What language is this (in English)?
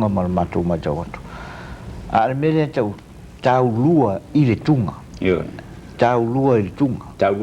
Samoan